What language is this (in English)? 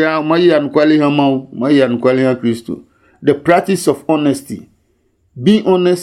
Adangme